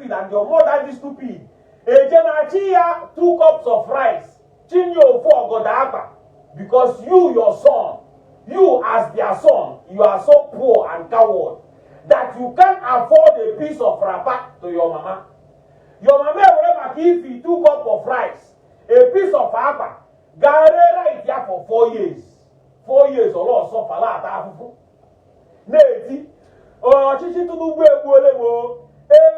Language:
Igbo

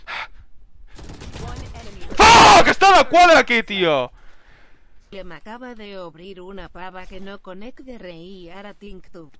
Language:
Catalan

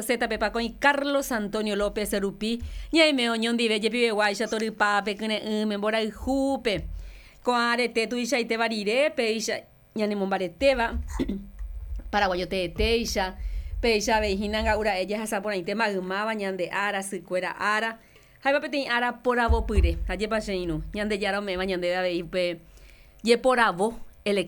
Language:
Guarani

